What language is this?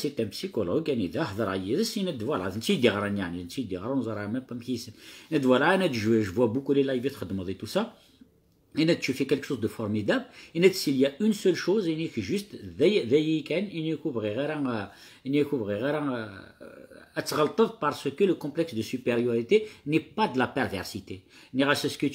Kabyle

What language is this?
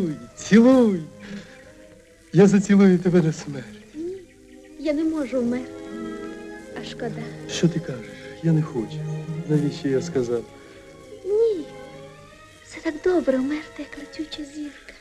Ukrainian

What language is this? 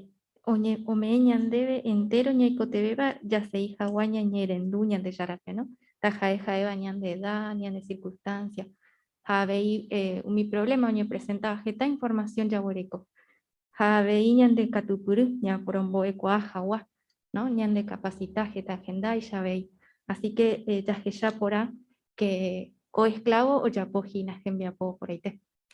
Guarani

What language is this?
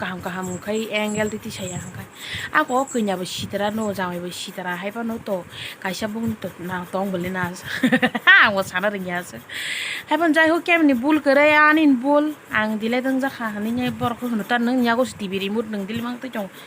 Kok Borok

